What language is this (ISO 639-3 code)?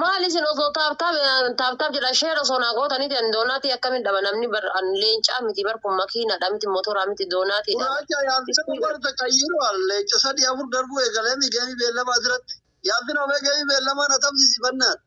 orm